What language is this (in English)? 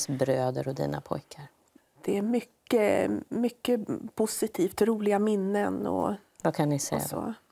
Swedish